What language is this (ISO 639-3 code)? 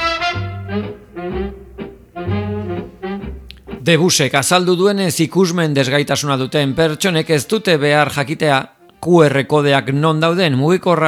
eus